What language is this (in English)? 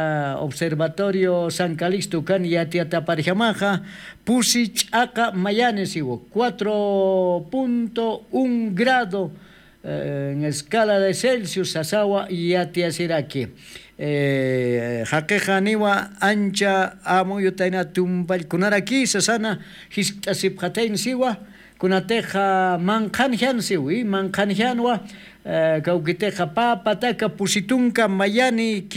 Aymara